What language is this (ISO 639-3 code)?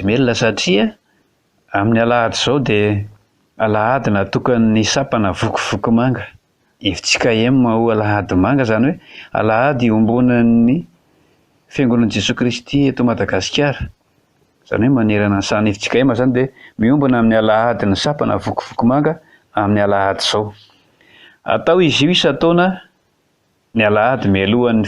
mlg